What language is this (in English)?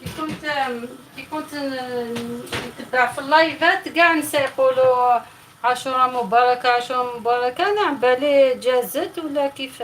Algerian Arabic